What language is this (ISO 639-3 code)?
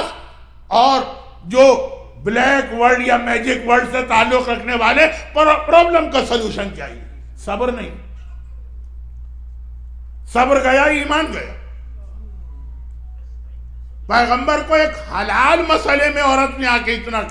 urd